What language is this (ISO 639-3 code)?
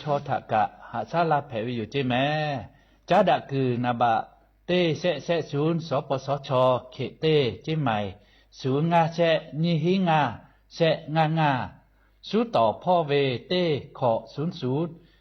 lhu